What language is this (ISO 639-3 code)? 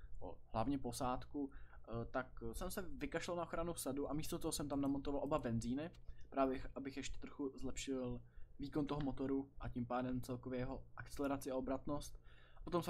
ces